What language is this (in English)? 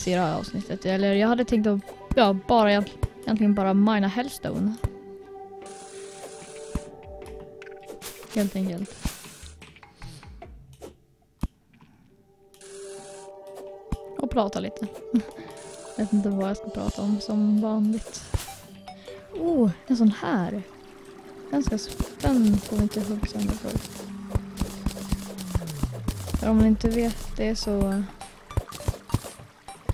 Swedish